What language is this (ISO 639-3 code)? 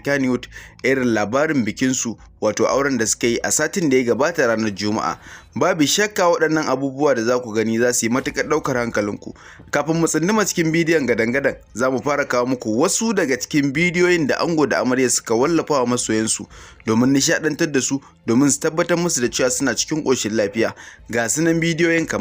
hau